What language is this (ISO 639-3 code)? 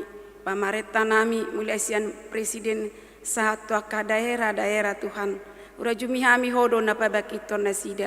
bbc